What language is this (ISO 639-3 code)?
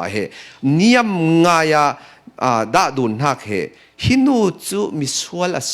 cfm